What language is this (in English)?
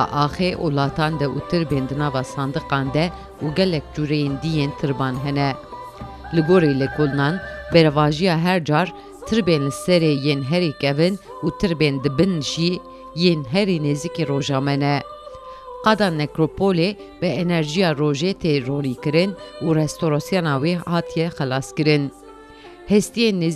Kurdish